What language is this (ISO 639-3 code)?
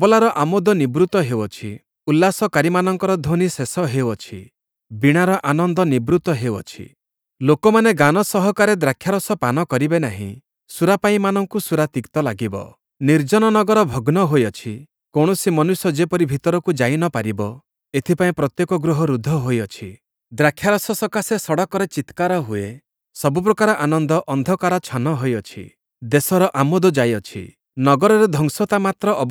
ori